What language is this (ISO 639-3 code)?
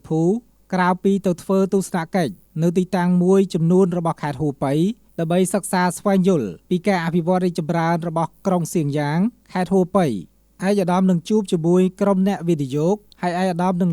khm